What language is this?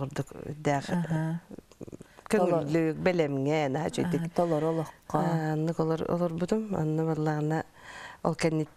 Yakut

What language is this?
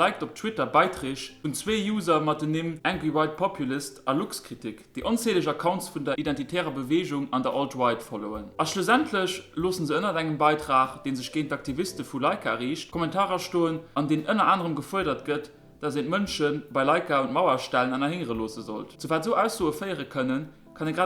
Luxembourgish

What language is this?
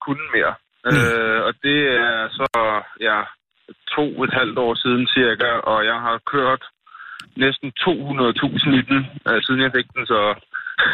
Danish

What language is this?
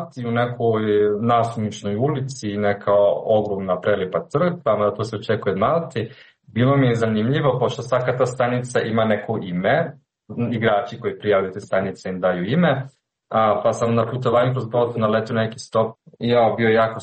Serbian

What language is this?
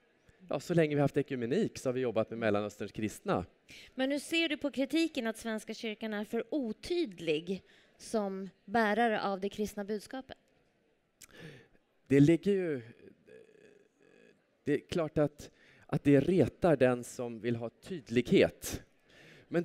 Swedish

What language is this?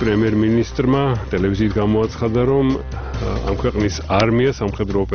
Georgian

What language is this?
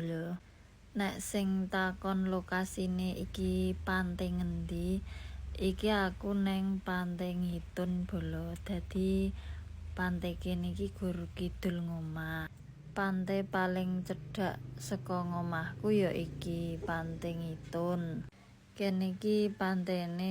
Javanese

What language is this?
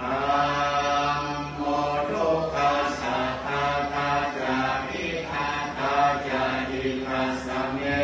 Pali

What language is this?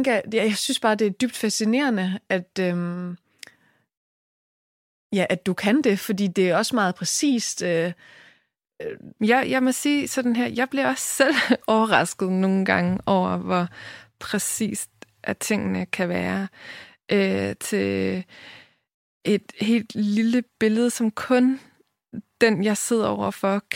Danish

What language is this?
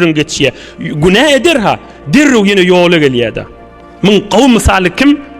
Turkmen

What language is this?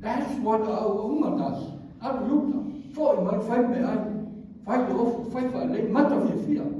Samoan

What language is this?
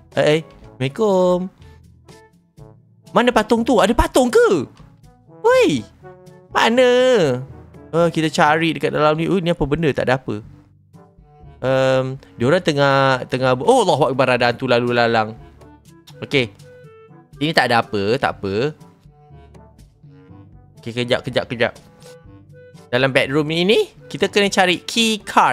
Malay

